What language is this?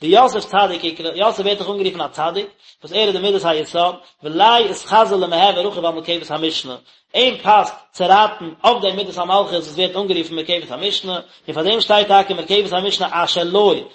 Yiddish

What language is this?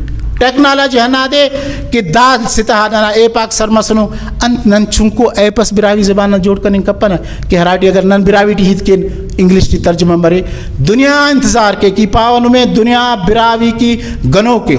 Brahui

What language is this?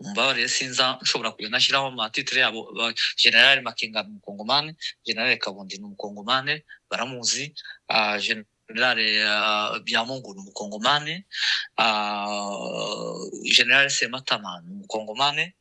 Kinyarwanda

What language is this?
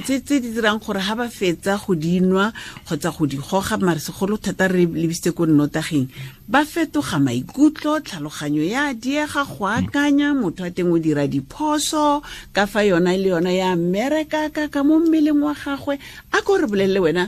Tswana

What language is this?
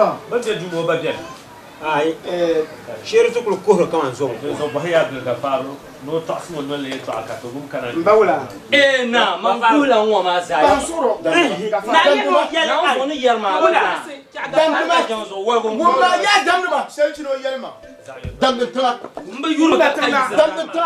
Dagbani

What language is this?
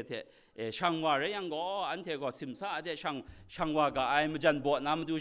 Kachin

